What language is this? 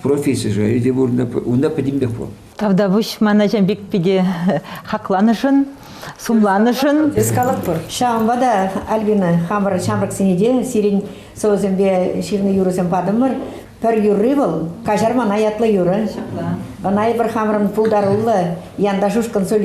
Chuvash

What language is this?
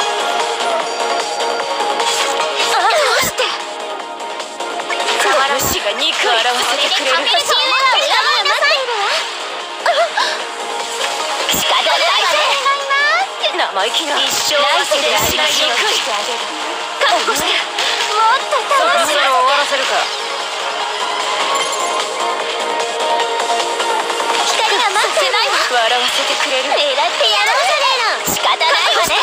Japanese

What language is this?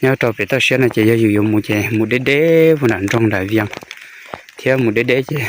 Hmong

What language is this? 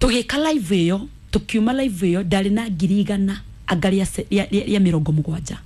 Kikuyu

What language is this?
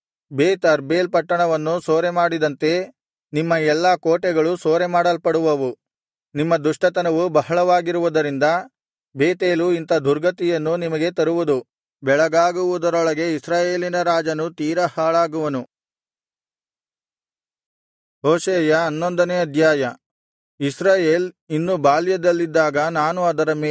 Kannada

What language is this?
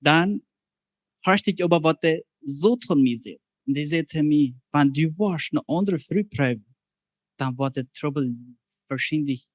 Plautdietsch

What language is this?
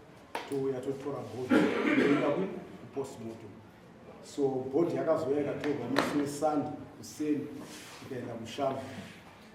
Shona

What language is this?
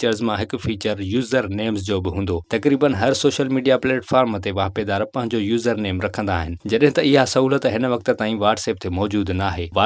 Sindhi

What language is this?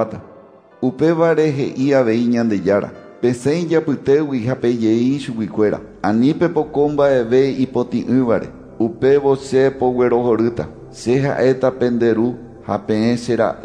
Guarani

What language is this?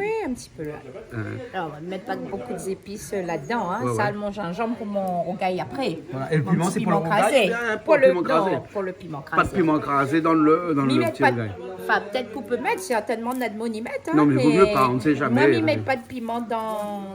Réunion Creole French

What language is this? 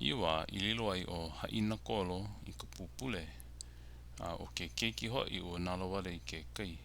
Hawaiian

